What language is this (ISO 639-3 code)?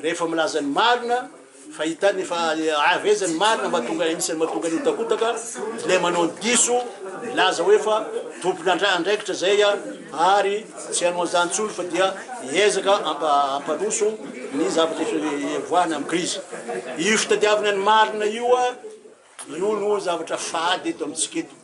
mlg